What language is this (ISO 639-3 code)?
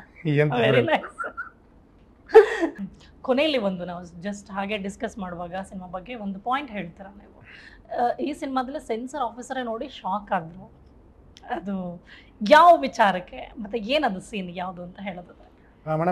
kan